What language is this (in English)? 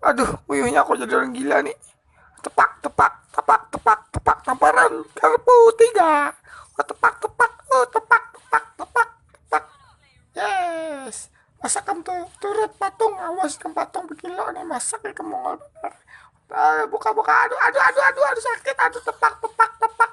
Banjar